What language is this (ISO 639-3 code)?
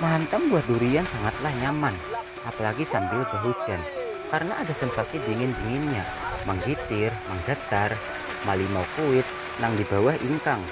bjn